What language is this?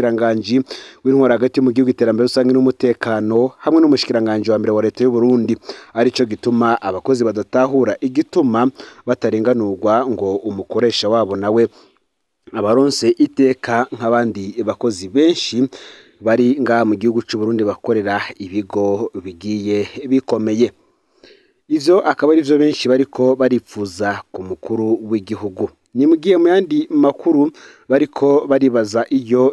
Rundi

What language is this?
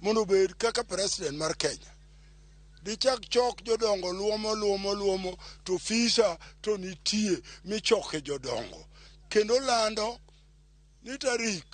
Luo (Kenya and Tanzania)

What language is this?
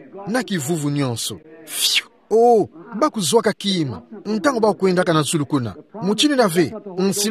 Kituba (Democratic Republic of Congo)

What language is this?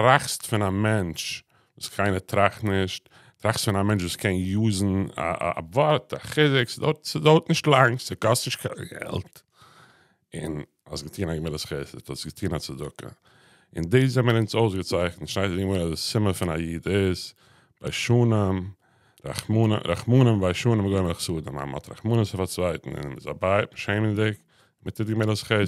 Yiddish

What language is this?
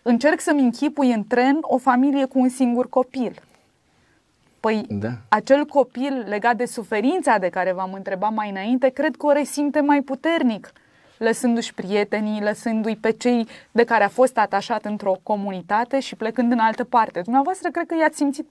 Romanian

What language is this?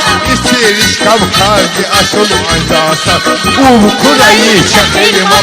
Tabassaran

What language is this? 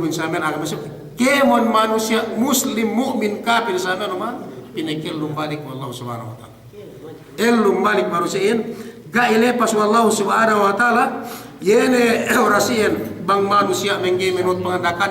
Yakan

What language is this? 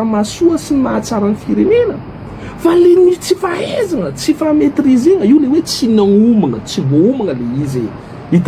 Malagasy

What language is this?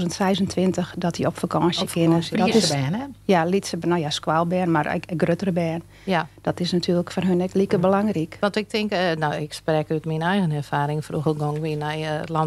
Western Frisian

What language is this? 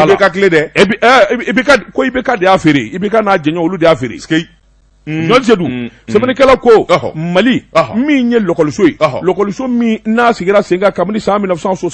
Bambara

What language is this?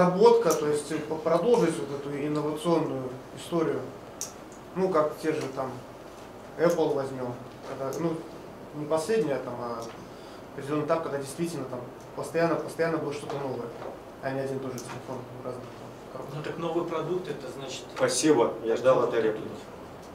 Russian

